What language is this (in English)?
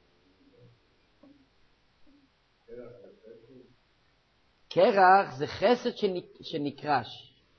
Hebrew